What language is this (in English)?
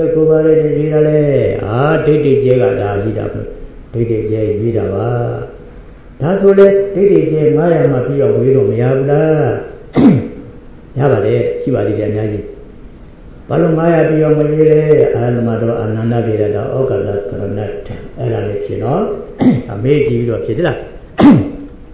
Burmese